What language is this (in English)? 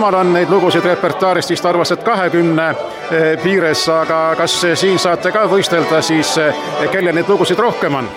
Estonian